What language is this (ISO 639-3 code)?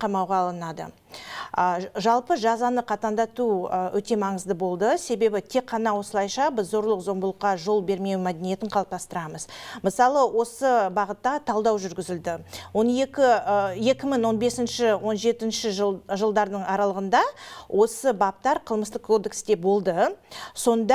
kaz